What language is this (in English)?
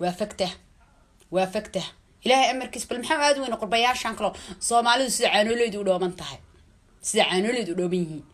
Somali